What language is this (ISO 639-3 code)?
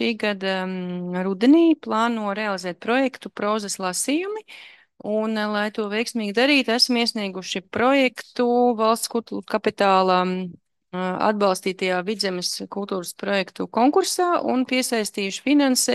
lav